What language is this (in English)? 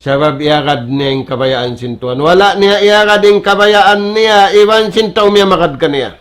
Tausug